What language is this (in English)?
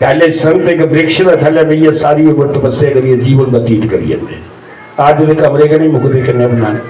Dogri